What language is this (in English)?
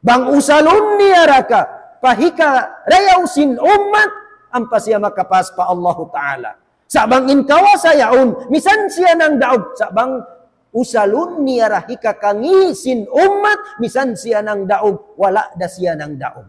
Tausug